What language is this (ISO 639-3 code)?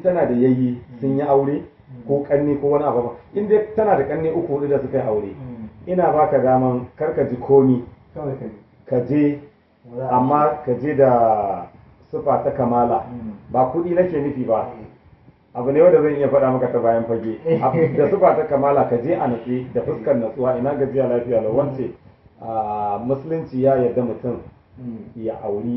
hau